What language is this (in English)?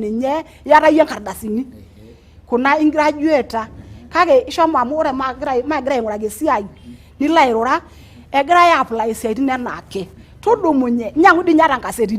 Masai